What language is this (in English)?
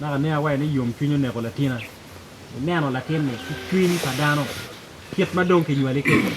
Acoli